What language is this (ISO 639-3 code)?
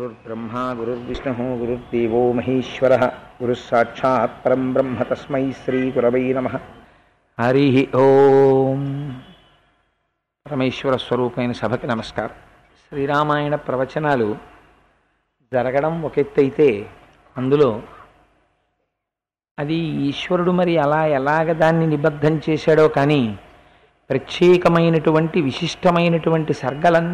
tel